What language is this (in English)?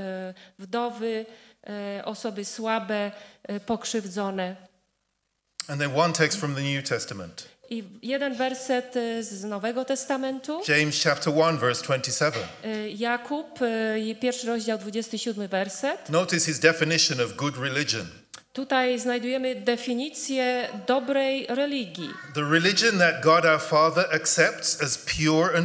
Polish